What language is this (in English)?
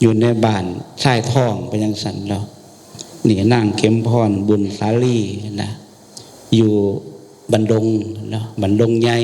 Northeastern Thai